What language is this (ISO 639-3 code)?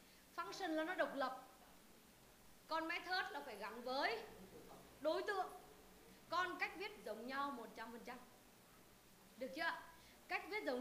vie